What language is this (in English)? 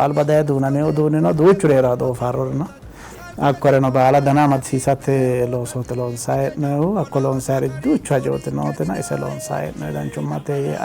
Sidamo